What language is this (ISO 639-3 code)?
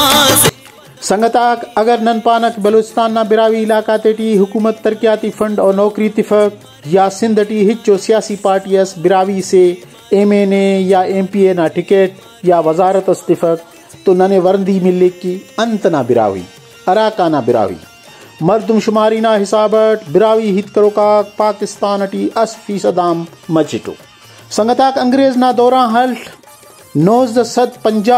brh